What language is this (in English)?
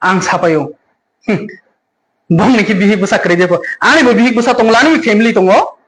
Kok Borok